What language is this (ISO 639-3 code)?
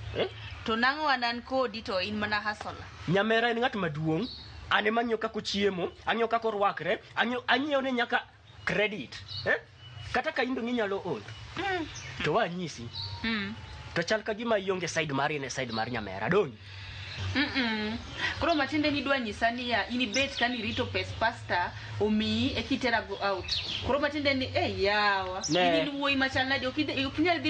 luo